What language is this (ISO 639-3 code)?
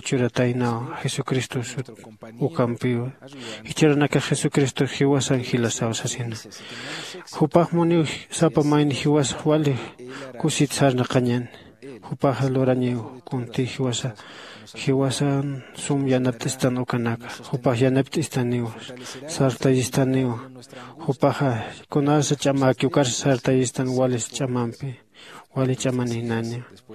aym